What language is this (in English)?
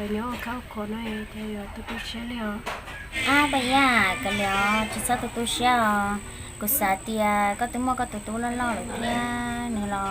Hmong